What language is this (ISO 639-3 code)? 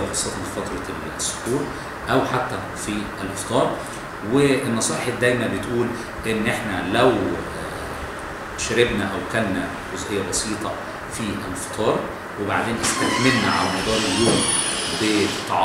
arz